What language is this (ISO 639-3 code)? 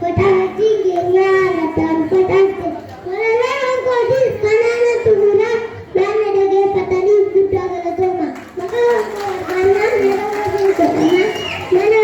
orm